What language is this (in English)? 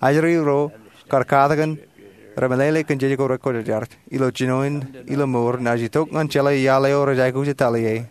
Marshallese